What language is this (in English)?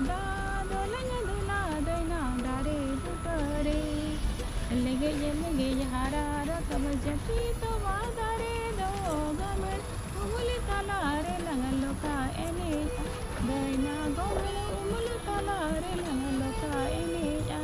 Santali